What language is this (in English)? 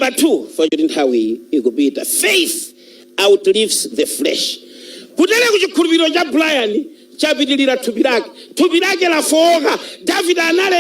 Nyanja